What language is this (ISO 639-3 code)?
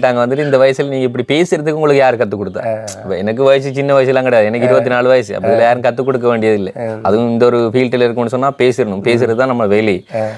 tam